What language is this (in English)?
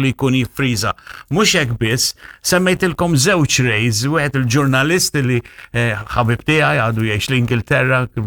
Maltese